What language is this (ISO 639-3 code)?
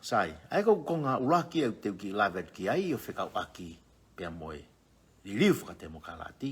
ton